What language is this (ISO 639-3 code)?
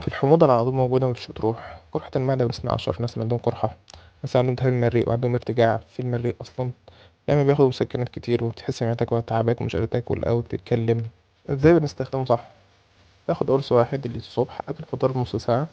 arz